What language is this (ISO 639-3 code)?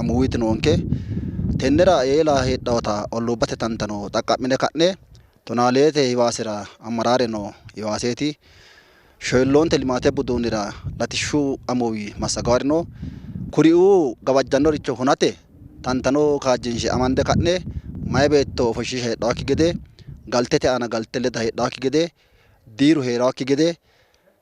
sid